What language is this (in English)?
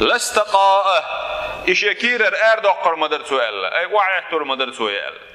Chechen